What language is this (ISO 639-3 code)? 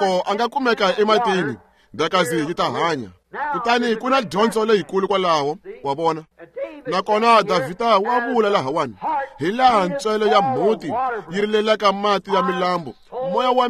tso